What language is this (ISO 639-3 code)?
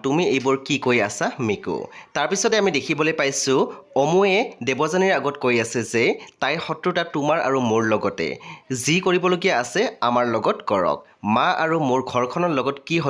asm